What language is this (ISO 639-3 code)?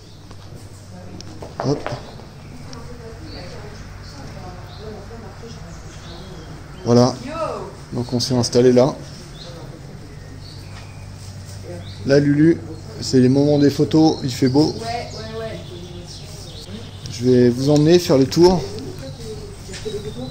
fra